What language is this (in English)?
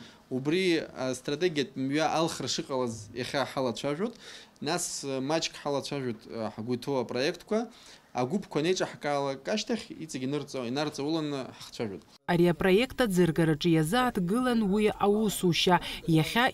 Abkhazian